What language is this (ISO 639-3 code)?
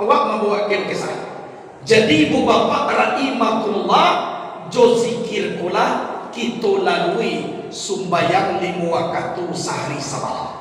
min